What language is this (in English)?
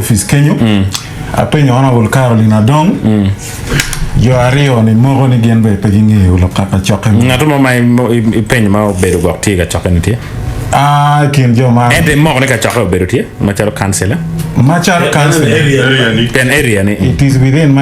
Acoli